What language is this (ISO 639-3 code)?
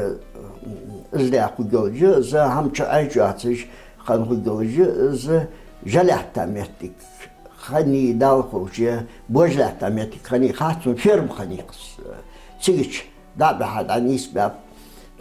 inh